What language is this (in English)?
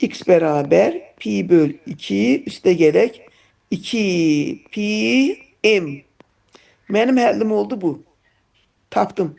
Azerbaijani